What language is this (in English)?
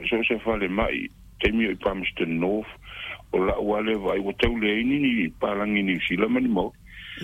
Samoan